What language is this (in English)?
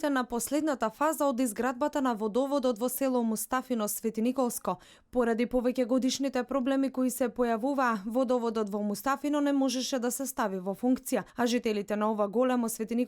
Macedonian